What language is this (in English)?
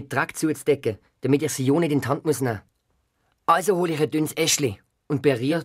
Swiss German